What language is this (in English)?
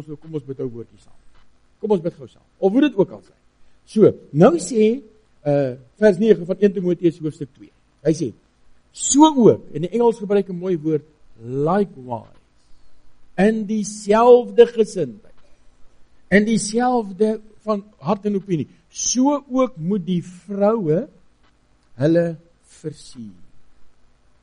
Afrikaans